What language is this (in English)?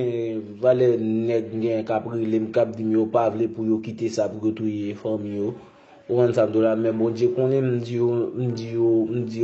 Haitian Creole